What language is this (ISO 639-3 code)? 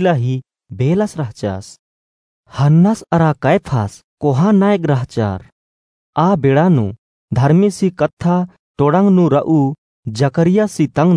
kru